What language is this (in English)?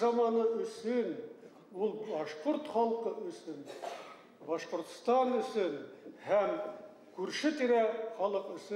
Bashkir